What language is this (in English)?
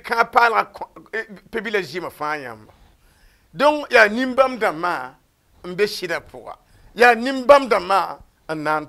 Mossi